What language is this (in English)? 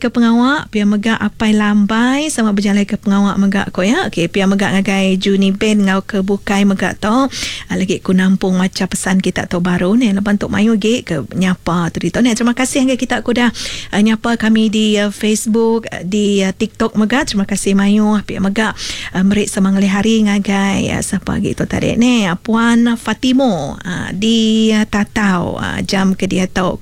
Iban